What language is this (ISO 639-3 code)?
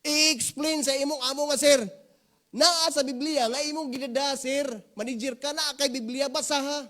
ceb